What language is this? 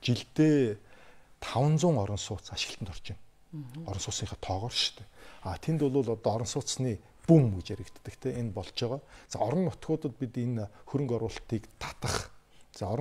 Mongolian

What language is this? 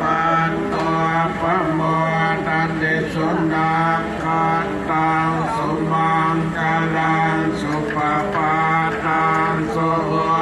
Pali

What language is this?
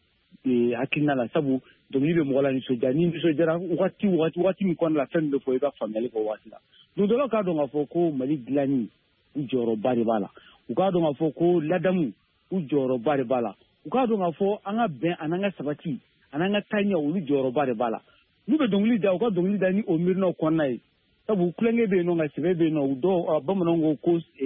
Bambara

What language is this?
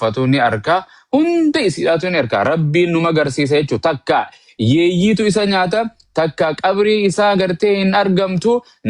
Oromo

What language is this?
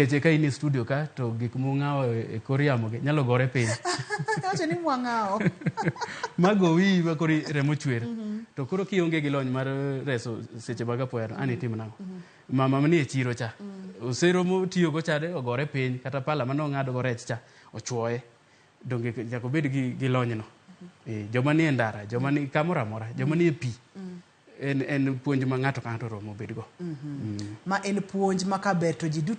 Luo (Kenya and Tanzania)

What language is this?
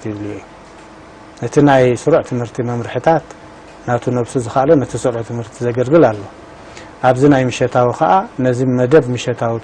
Tigrinya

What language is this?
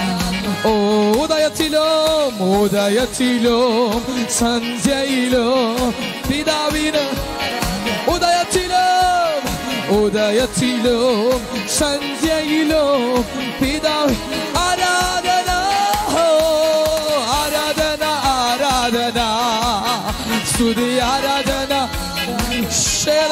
Malayalam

